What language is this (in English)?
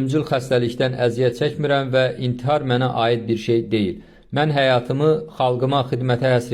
Azerbaijani